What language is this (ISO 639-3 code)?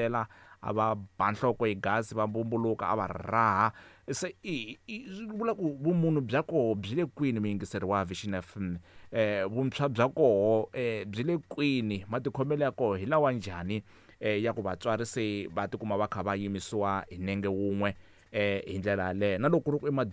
tso